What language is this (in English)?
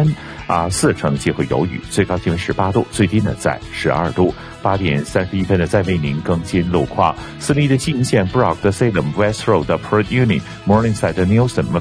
Chinese